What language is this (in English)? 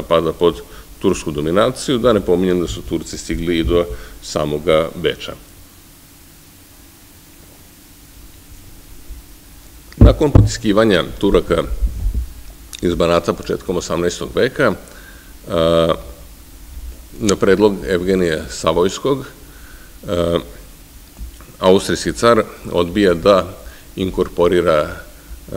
Serbian